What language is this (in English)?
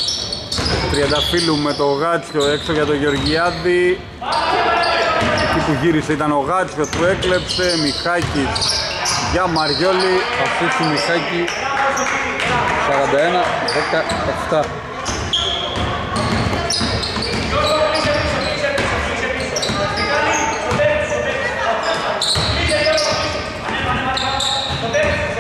Greek